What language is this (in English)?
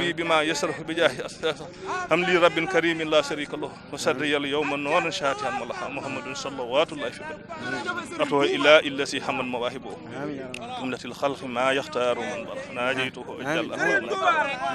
Wolof